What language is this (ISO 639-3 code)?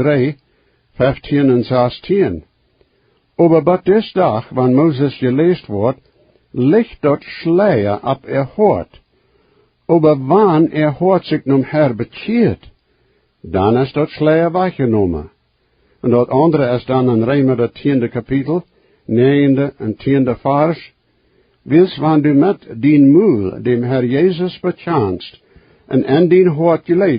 pdt